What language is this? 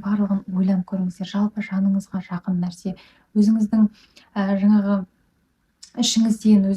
Kazakh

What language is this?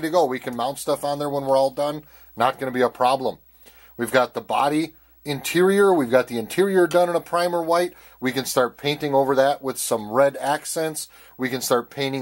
English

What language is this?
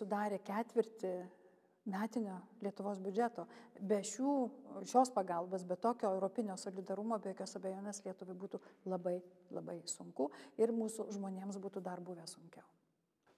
Lithuanian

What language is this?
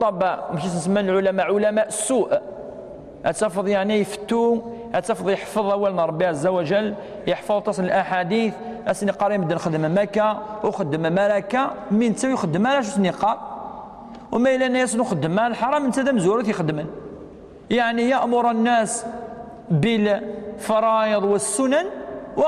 Kabyle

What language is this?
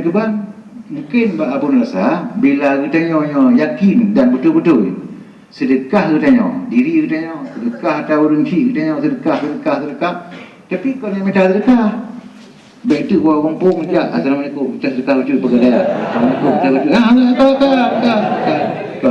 Achinese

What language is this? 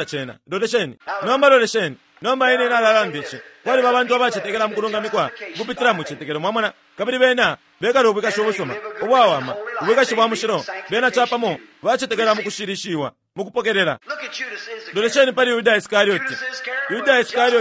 Bemba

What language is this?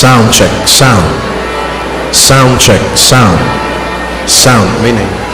Pampanga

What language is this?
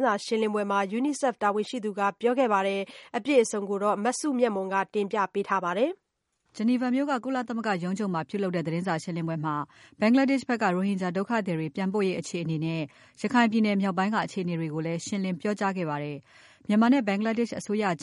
Burmese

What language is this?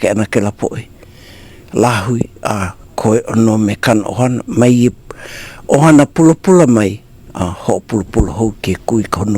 Hawaiian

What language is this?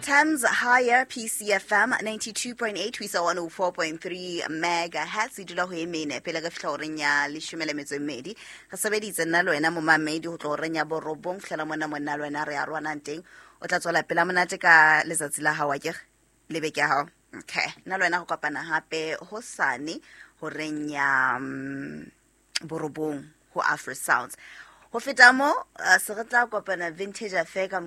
Southern Sotho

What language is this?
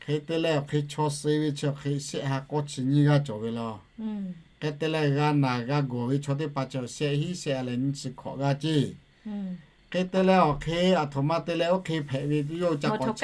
Lahu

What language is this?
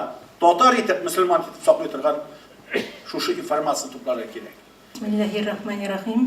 Tatar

